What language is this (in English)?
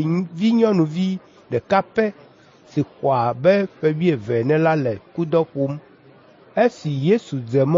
Ewe